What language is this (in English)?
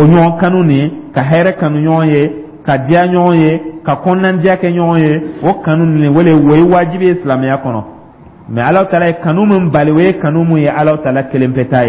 Dyula